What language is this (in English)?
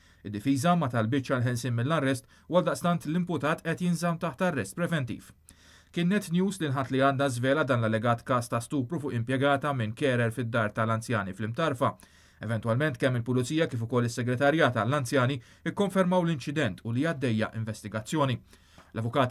Maltese